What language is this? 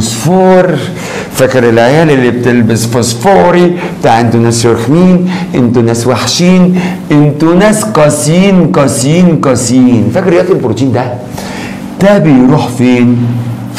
Egyptian Arabic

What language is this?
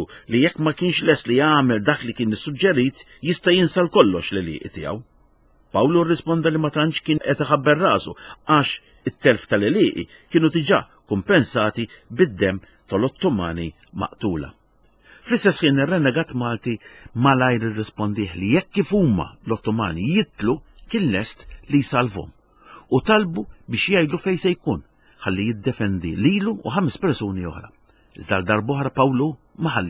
Maltese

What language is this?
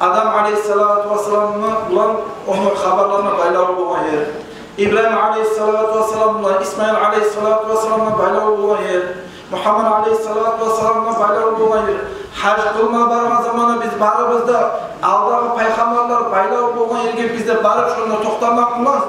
Kumyk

